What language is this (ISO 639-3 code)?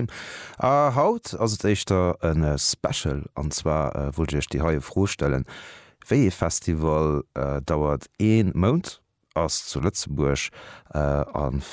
ltz